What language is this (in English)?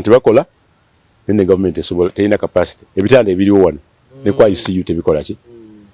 Ganda